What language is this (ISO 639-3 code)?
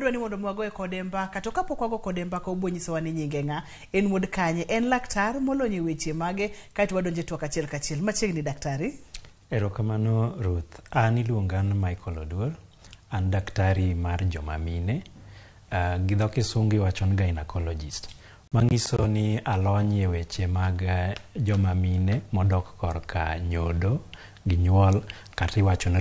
luo